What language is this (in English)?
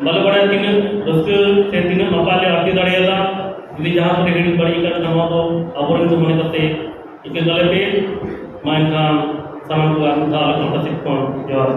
Santali